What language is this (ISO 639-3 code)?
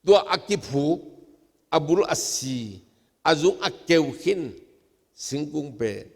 ctd